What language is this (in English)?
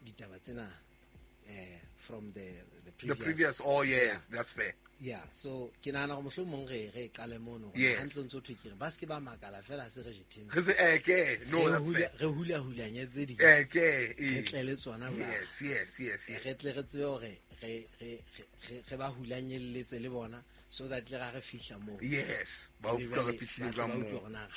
Southern Sotho